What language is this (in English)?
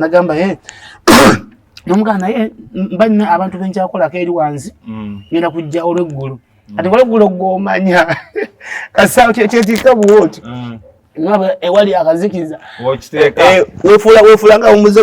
Ganda